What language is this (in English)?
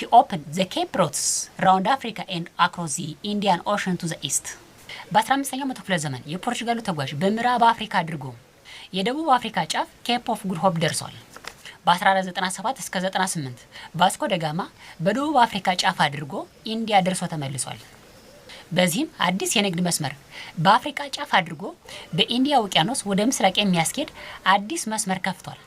Amharic